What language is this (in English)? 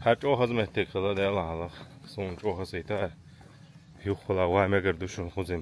Chechen